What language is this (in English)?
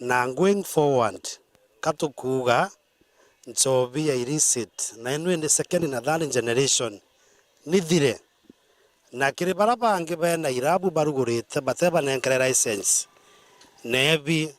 Meru